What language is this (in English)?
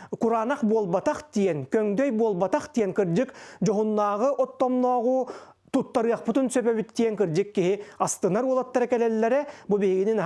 Yakut